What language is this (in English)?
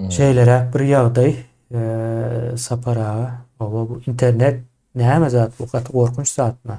Turkmen